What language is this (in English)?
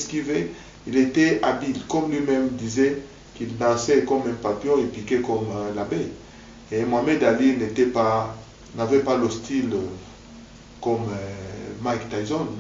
French